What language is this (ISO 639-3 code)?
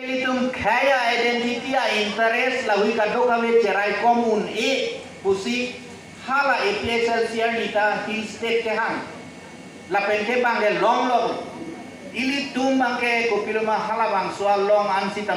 mjw